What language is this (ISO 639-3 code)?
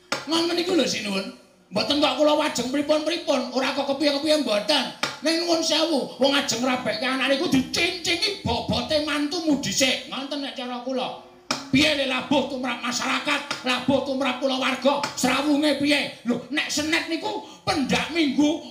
jav